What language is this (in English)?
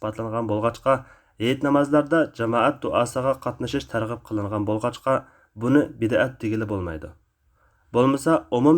Uyghur